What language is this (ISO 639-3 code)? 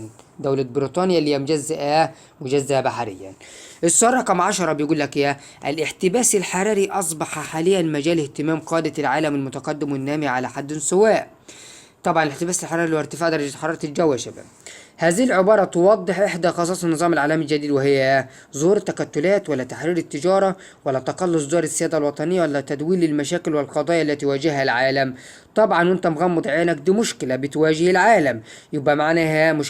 arz